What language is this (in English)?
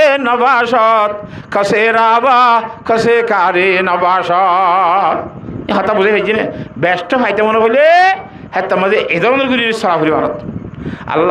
Rohingya